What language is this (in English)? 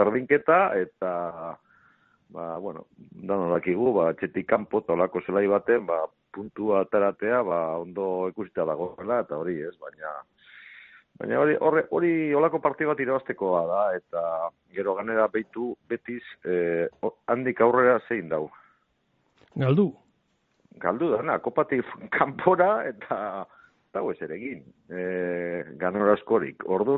Basque